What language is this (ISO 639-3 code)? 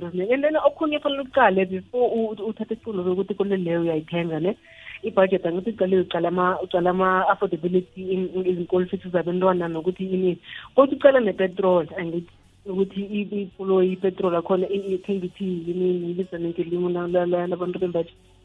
nbl